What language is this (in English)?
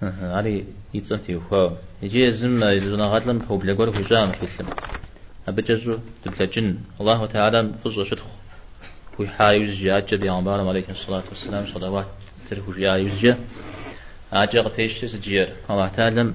Kabardian